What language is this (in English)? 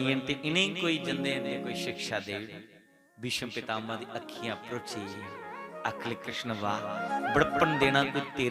Dogri